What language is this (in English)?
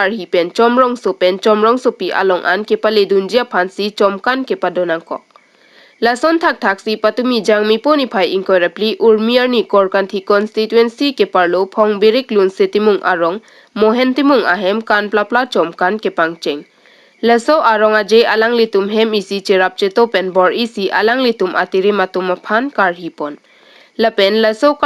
Karbi